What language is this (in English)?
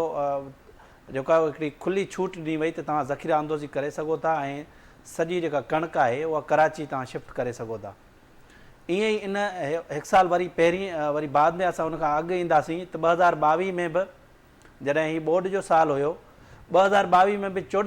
Sindhi